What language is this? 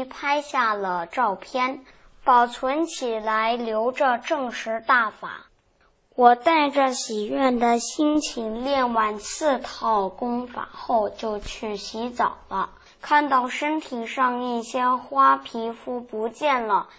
Chinese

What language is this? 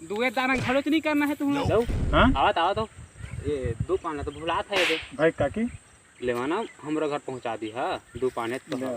Chhattisgarhi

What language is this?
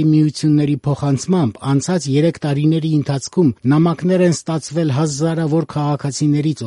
Armenian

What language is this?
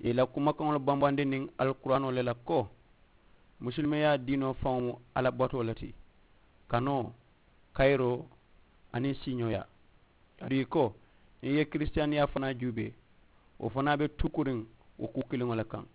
Mandingo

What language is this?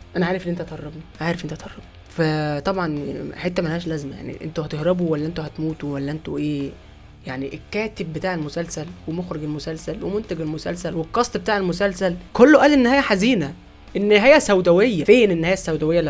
Egyptian Arabic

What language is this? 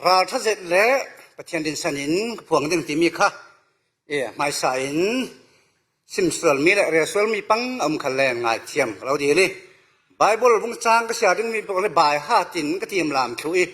Falam Chin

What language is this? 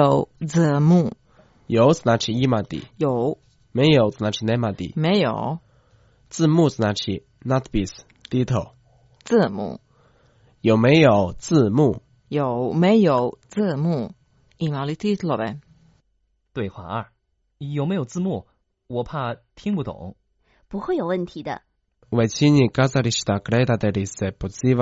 Croatian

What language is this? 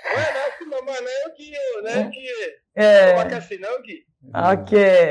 Lingala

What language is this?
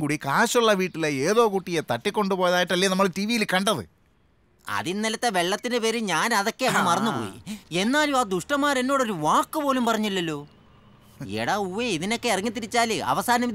Malayalam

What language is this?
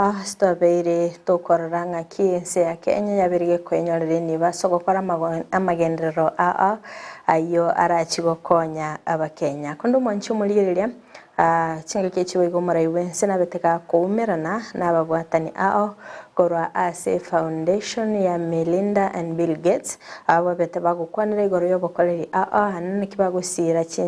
Gusii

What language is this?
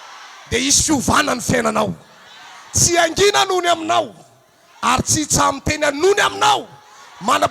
Malagasy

